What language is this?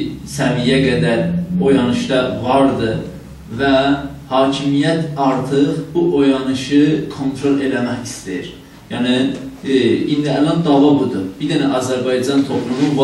South Azerbaijani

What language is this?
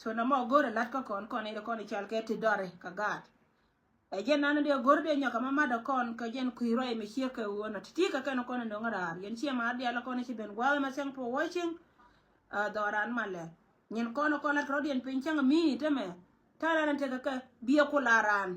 Nuer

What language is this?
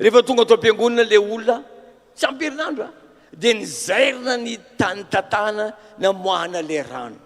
Malagasy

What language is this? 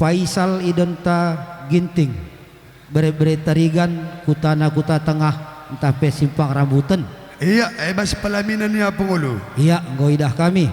Batak Karo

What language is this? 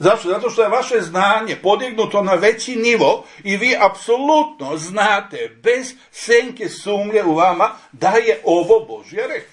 Serbian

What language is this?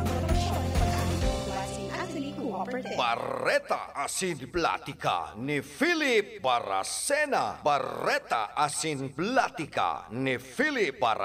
Bikol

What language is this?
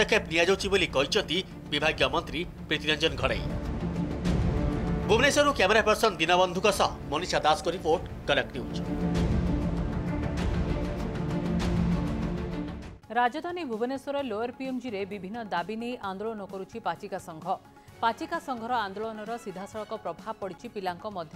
Odia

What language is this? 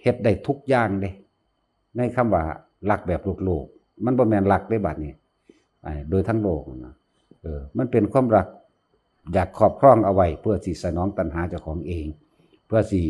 Northeastern Thai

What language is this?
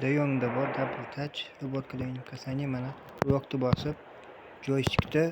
Uzbek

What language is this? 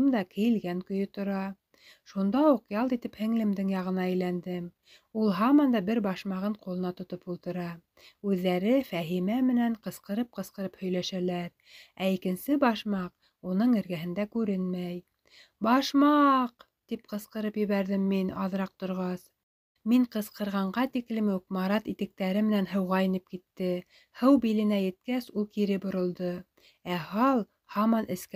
Bashkir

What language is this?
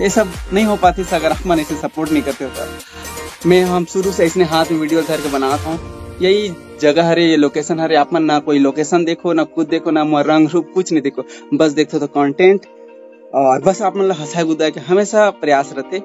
Chhattisgarhi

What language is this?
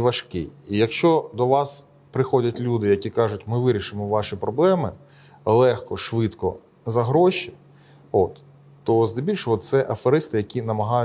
Ukrainian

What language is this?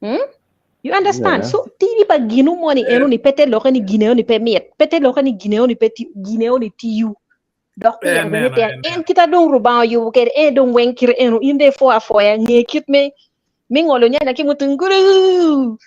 Acoli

